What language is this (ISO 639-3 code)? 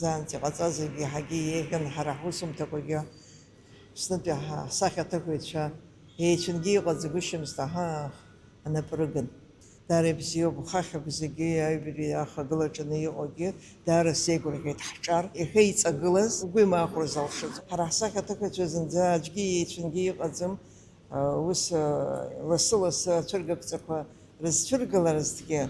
abk